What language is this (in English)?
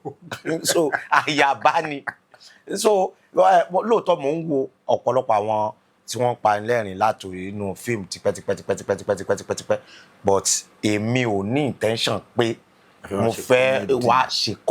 Yoruba